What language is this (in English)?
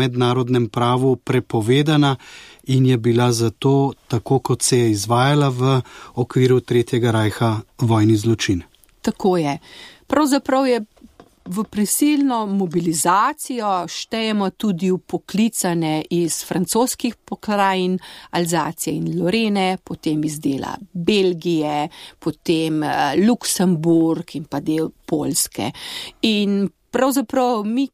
Slovenian